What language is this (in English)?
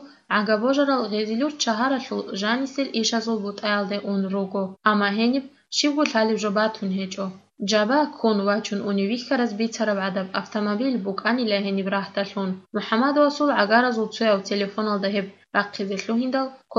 Avaric